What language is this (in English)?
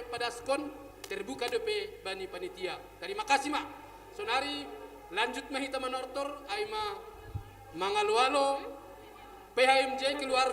Batak Simalungun